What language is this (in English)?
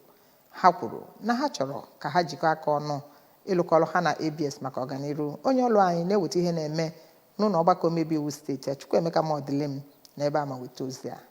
Igbo